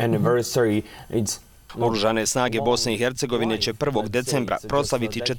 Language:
Bosnian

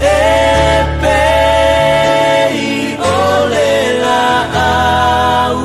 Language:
Samoan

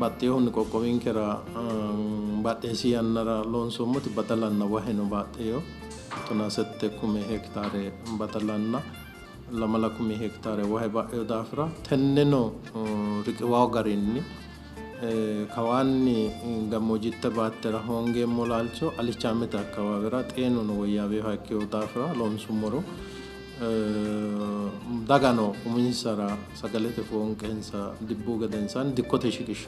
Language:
Sidamo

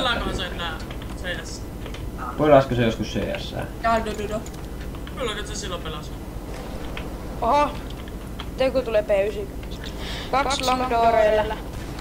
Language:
Finnish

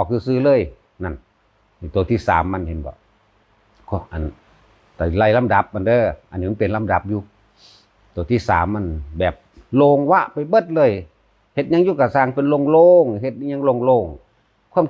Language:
Northeastern Thai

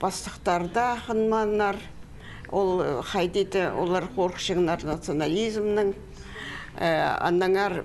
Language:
Khakas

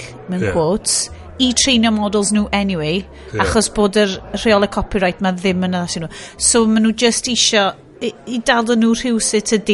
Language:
Welsh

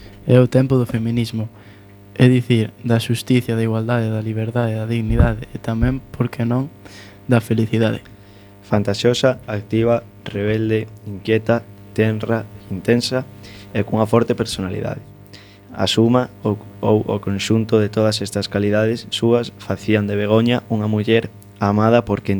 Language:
Galician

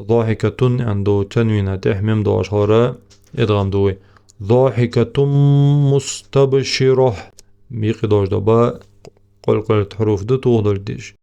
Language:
Ingush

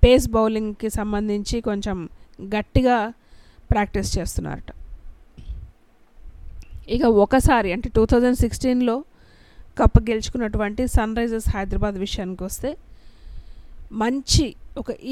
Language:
Telugu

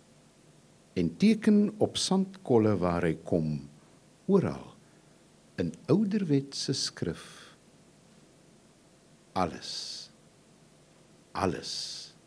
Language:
Afrikaans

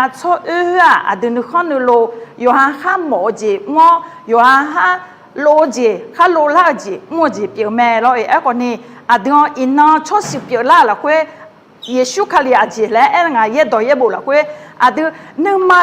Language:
Akha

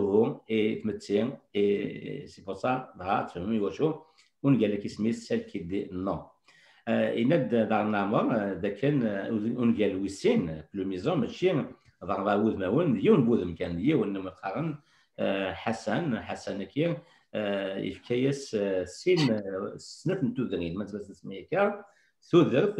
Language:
Kabyle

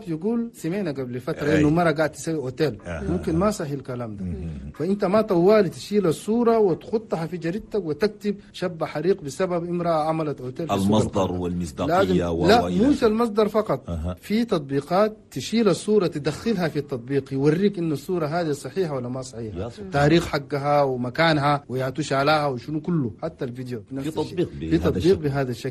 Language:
Chadian Arabic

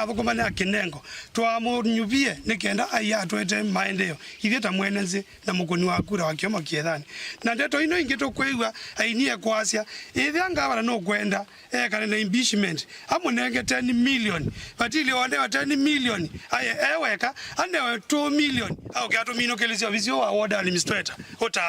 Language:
Kamba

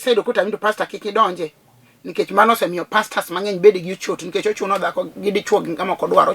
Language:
Luo (Kenya and Tanzania)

